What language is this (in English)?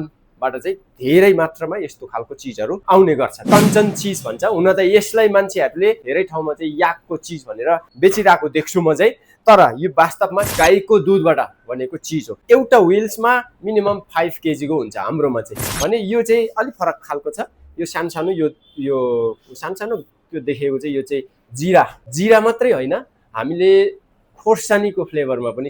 Nepali